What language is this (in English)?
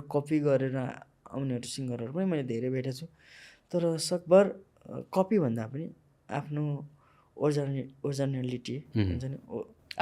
Nepali